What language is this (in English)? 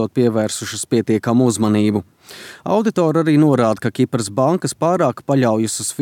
Latvian